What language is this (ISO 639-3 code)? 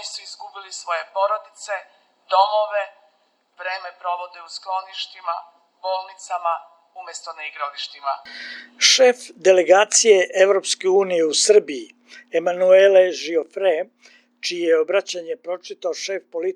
srp